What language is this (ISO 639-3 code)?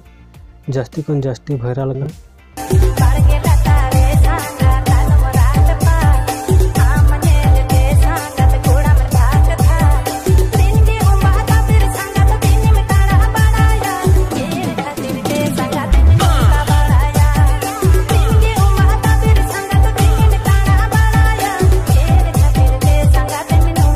sat